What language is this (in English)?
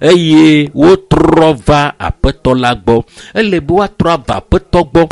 Ewe